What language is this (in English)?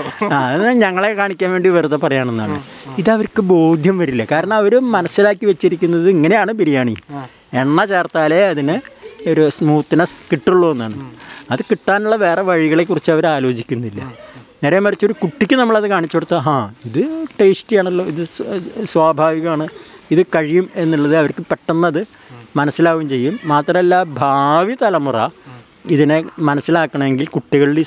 Malayalam